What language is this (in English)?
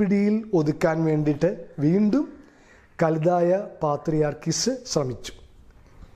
Malayalam